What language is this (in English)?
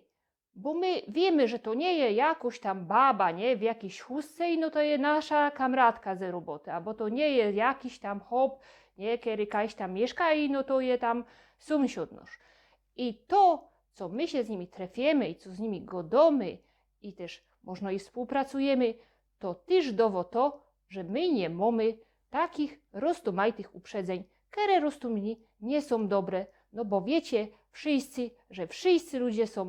Silesian